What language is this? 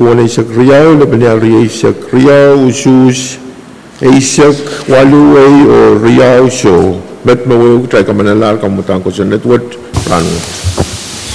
Pohnpeian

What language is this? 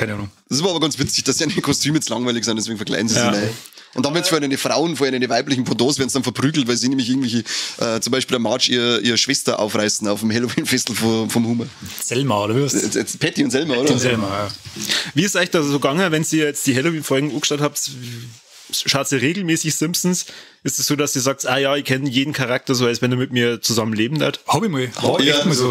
Bavarian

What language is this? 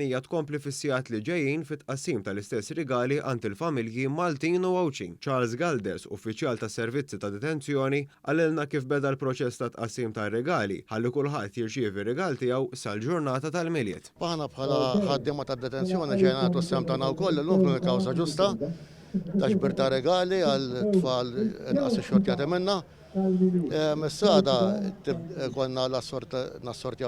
Maltese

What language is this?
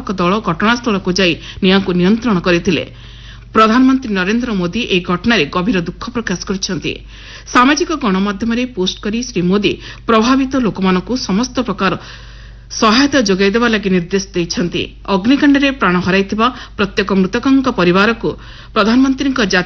Odia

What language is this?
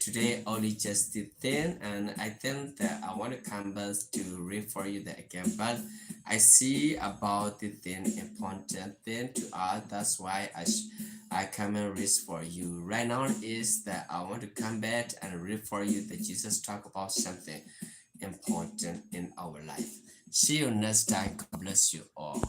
S'gaw Karen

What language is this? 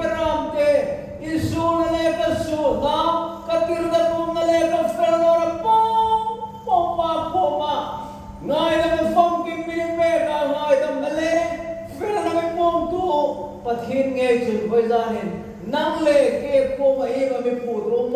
Hmar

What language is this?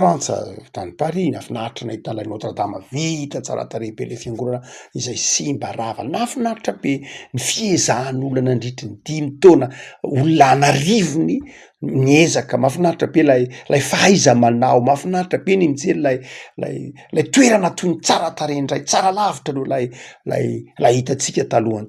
Malagasy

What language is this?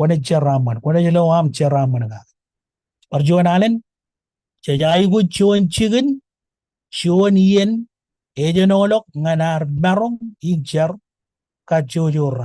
Marshallese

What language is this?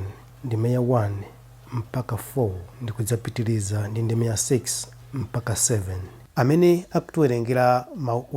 Nyanja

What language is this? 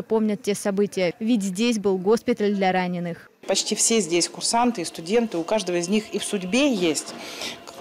Russian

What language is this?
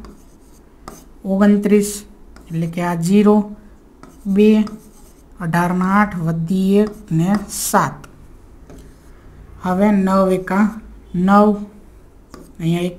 Gujarati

